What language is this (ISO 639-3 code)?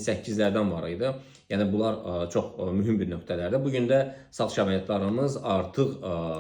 aze